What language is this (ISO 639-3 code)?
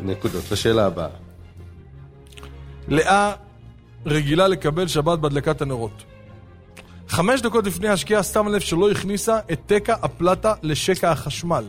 heb